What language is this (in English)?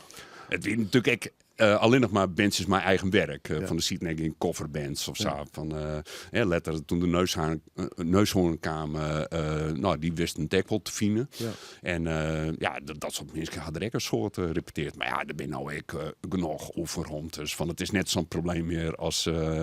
Western Frisian